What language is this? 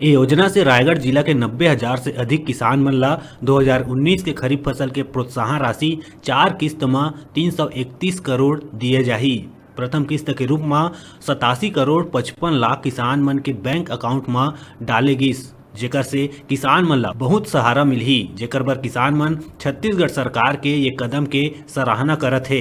Chhattisgarhi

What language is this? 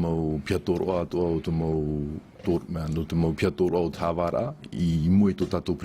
Tahitian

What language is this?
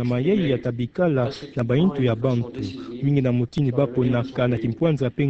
Kituba (Democratic Republic of Congo)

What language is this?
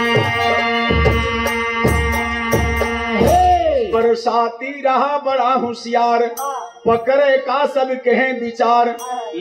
Bhojpuri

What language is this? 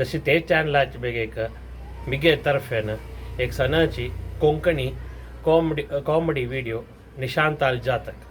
Konkani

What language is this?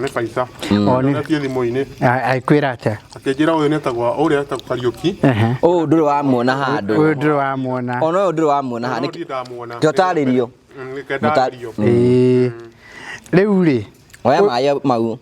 Kikuyu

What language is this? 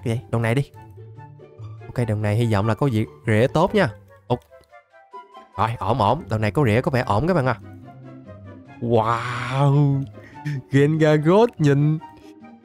Vietnamese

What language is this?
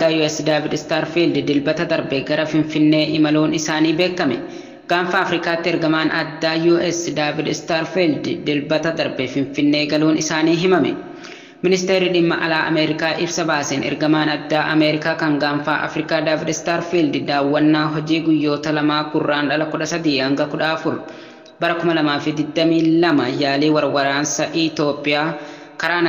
Oromo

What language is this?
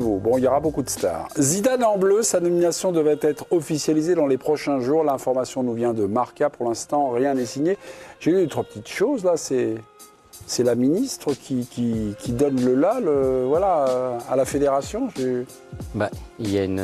French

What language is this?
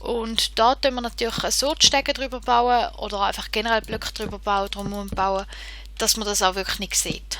Swiss German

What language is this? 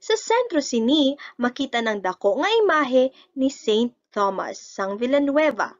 Hiligaynon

